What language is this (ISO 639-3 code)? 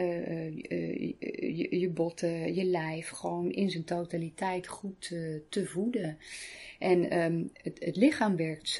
nld